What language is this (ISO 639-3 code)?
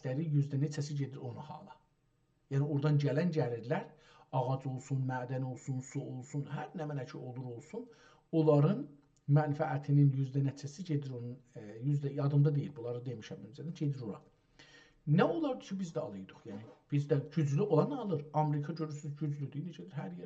azb